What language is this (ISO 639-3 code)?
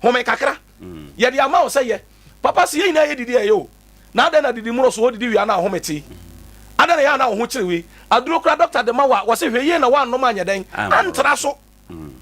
aka